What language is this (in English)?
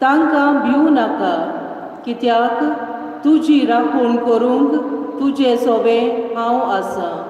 Konkani